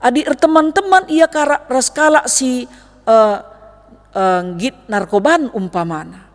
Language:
Batak Karo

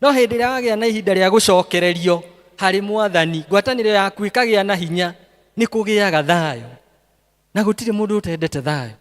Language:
Kikuyu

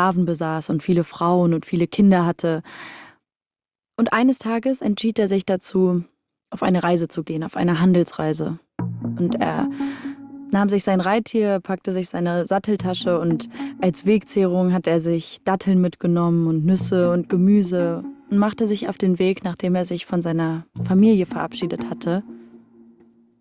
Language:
German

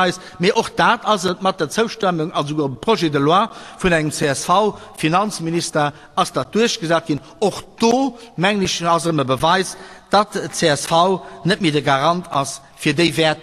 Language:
Luxembourgish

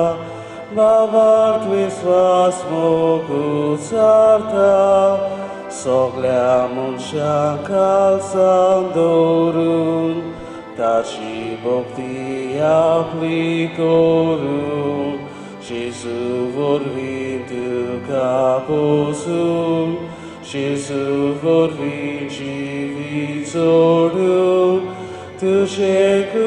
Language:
Konkani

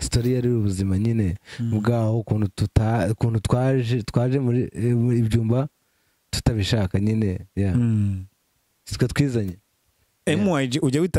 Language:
Kinyarwanda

